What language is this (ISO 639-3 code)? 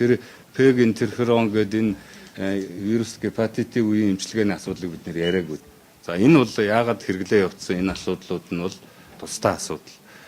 mon